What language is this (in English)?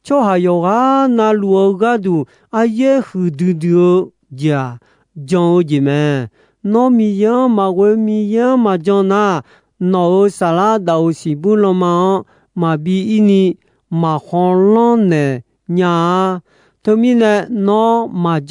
Akha